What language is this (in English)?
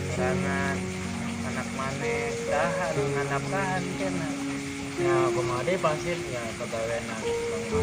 Sundanese